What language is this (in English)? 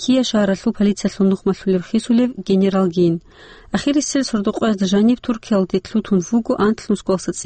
Avaric